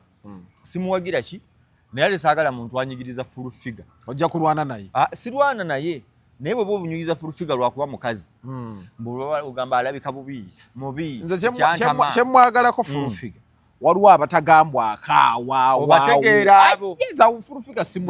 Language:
Ganda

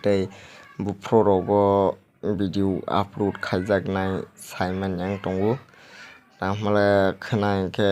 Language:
Kok Borok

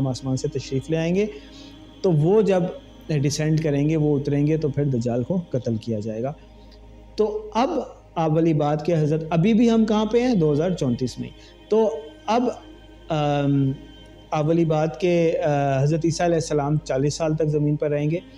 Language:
Urdu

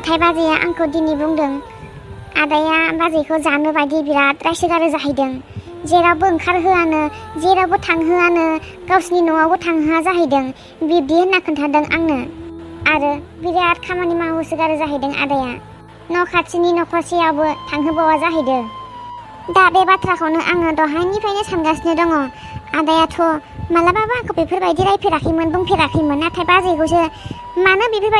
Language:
Bodo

